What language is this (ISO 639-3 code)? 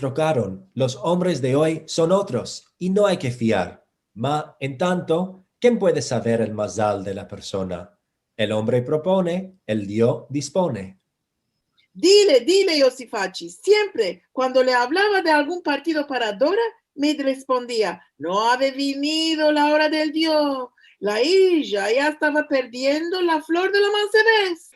lad